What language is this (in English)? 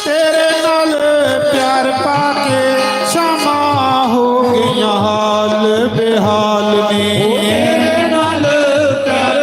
Dogri